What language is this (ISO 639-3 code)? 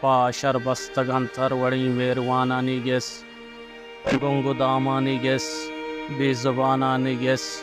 bal